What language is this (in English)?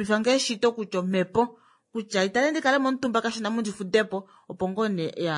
Kuanyama